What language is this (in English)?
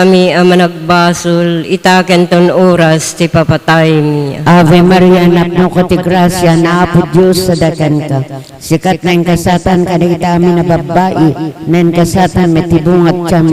Iloko